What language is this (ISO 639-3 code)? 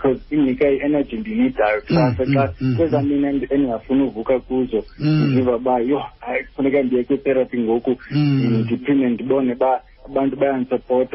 xho